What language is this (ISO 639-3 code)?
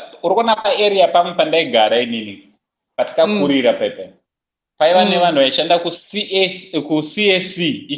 sna